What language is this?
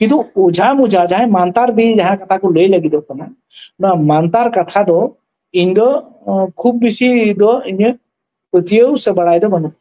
Santali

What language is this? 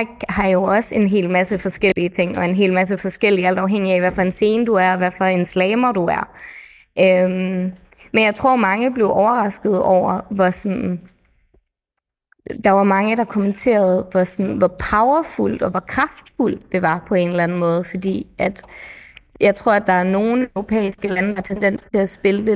Danish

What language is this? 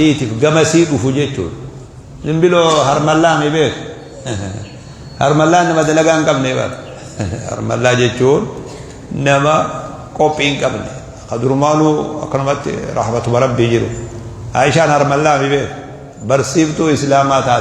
Oromo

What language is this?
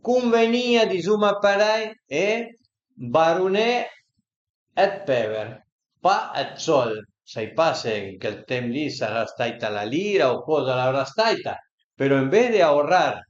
Piedmontese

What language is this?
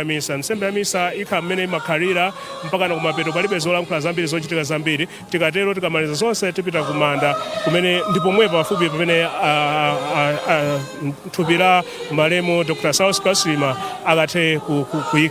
Nyanja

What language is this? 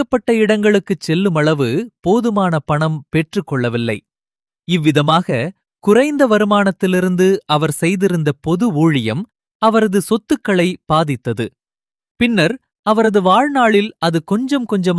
Tamil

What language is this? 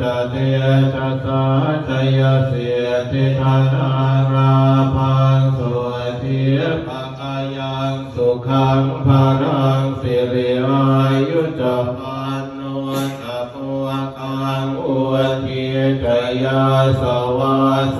Pali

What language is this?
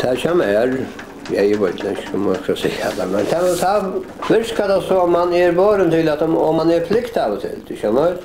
Faroese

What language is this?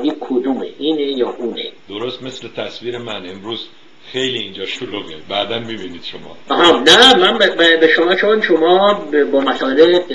Persian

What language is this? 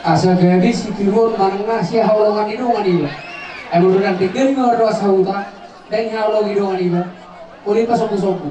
Batak Toba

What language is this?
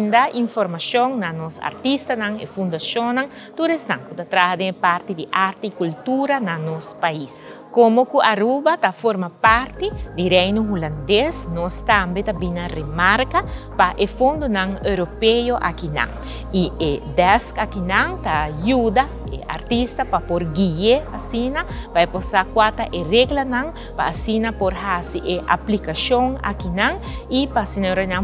Papiamento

